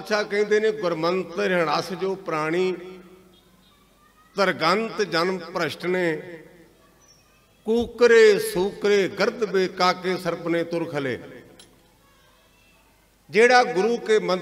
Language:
Punjabi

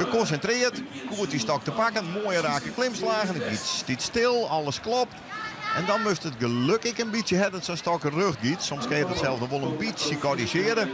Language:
Western Frisian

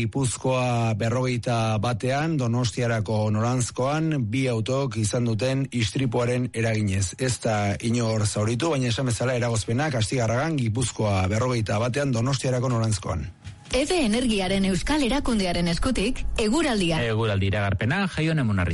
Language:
Basque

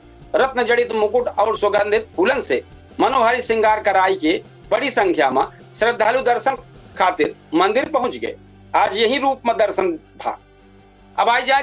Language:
Awadhi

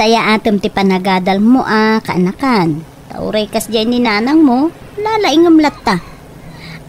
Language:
Iloko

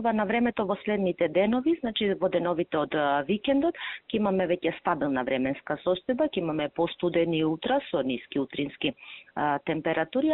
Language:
Macedonian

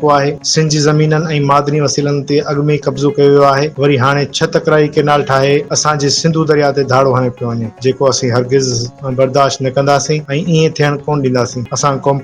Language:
Sindhi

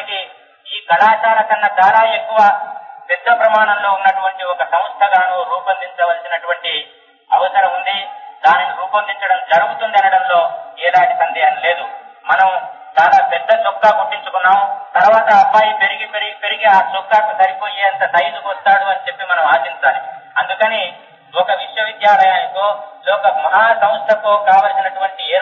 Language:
Telugu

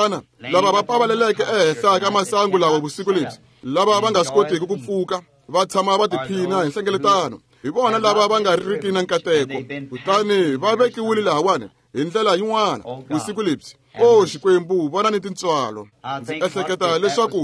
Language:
Tsonga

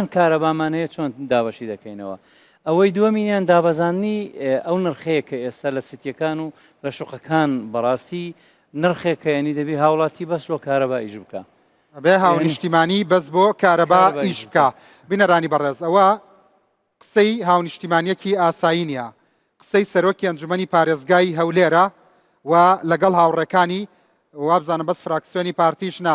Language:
Central Kurdish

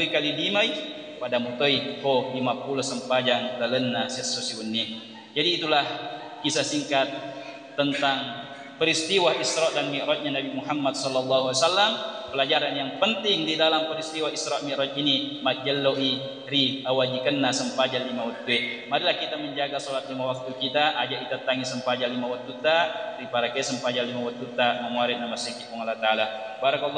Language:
Buginese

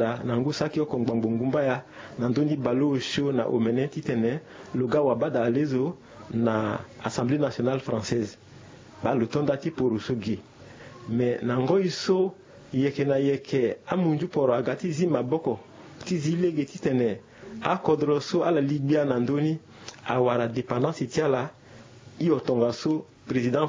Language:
Sango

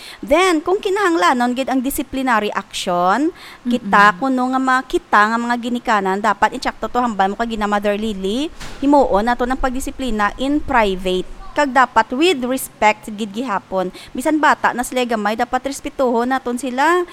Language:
Hiligaynon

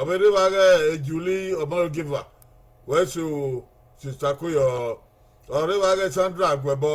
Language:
Bini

